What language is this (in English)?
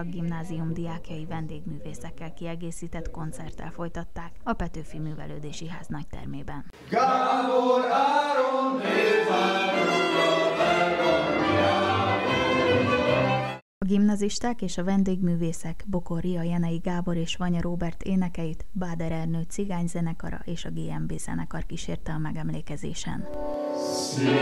Hungarian